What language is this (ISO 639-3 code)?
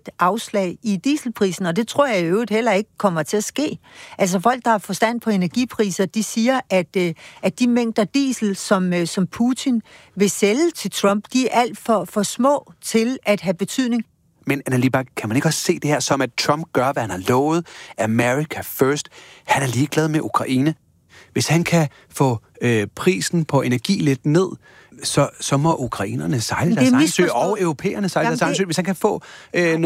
dan